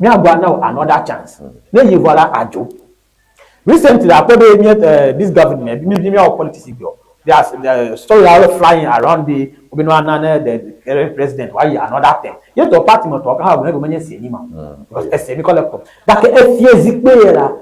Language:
Ewe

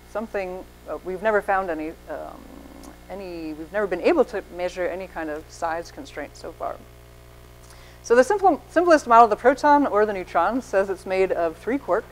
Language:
English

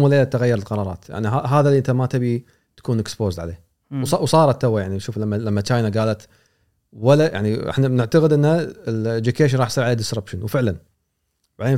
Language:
Gulf Arabic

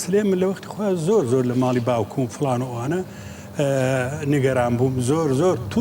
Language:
Central Kurdish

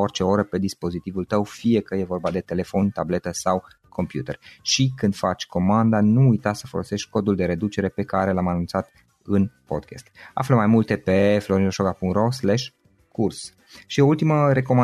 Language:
Romanian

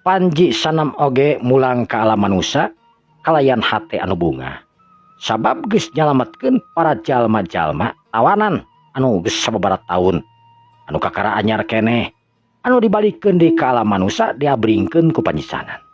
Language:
Sundanese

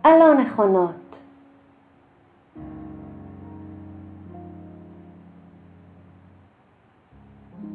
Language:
Hebrew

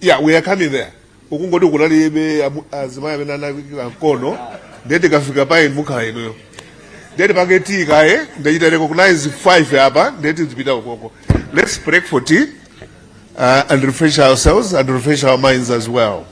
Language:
Nyanja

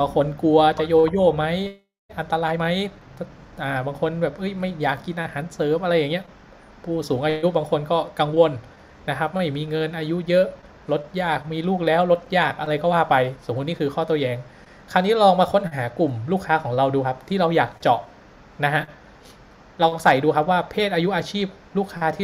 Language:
Thai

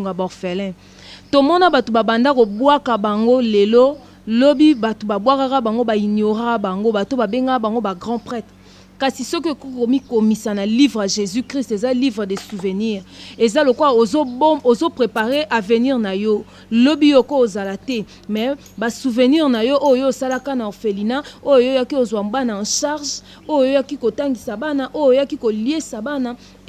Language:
Lingala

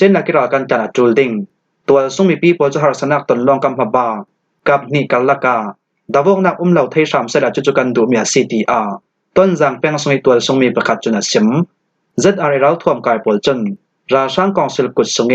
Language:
Falam Chin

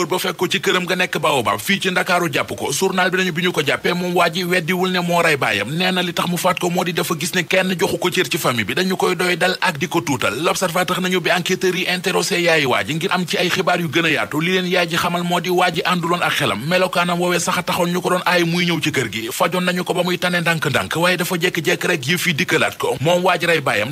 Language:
Wolof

